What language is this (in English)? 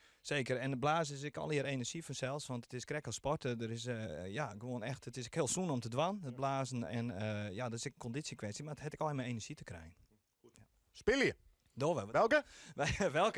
Western Frisian